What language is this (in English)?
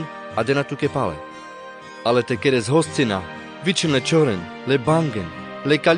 Carpathian Romani